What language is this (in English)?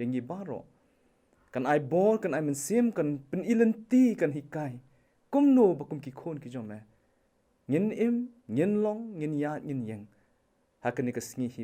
Khasi